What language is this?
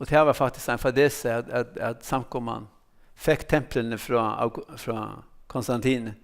Faroese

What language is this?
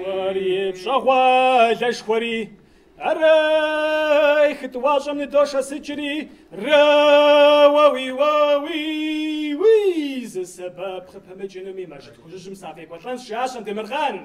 Kabardian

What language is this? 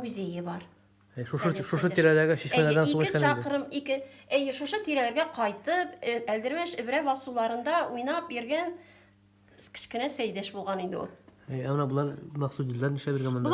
Tatar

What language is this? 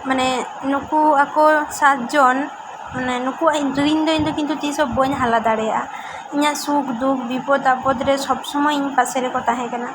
Santali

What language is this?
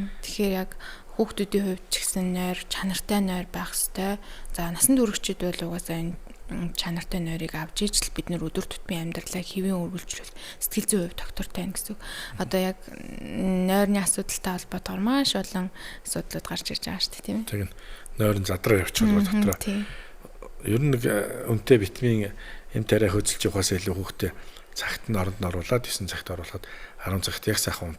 Mongolian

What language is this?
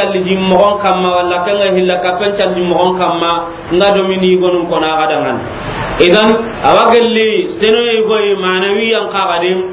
Soninke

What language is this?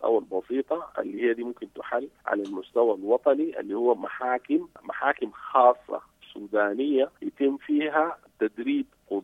Sudanese Arabic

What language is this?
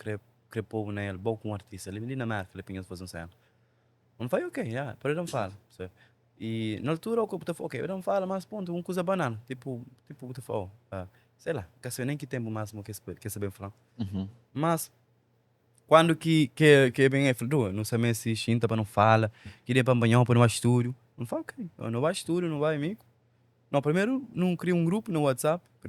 Kabuverdianu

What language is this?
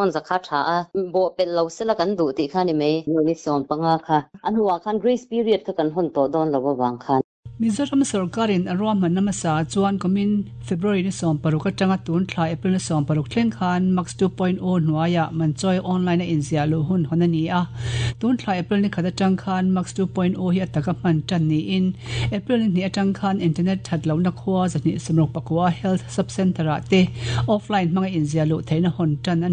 Mizo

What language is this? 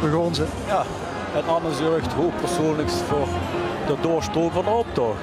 Limburgish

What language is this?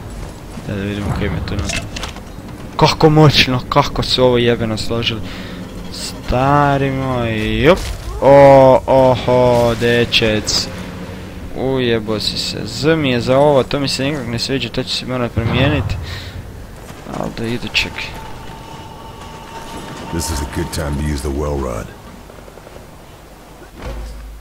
Croatian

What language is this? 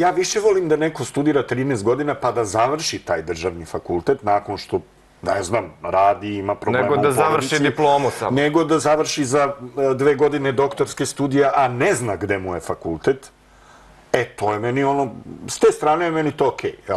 Serbian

